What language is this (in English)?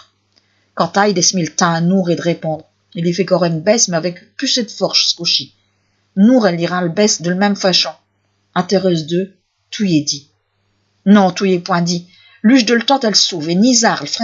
Picard